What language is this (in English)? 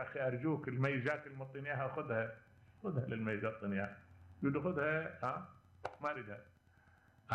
Mesopotamian Arabic